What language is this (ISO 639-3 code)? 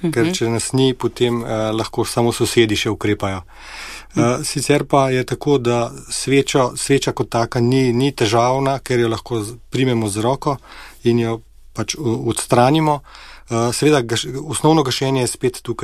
slv